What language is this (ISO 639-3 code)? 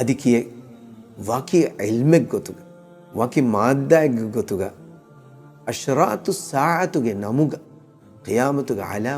div